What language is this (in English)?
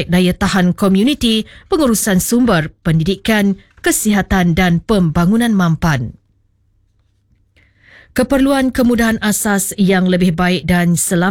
Malay